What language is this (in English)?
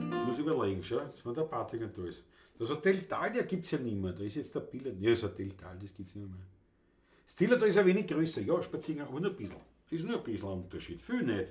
Bavarian